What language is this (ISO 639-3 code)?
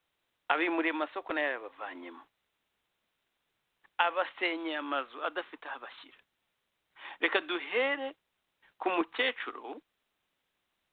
kin